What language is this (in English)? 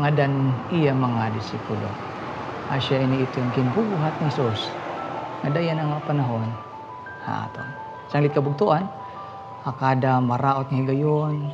Waray